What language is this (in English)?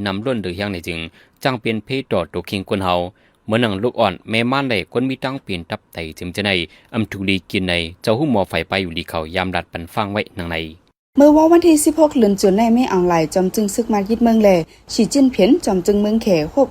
Shan